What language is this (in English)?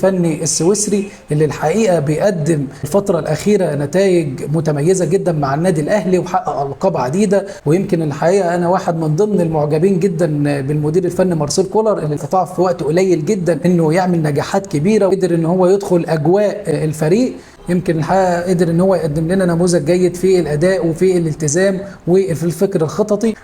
Egyptian Arabic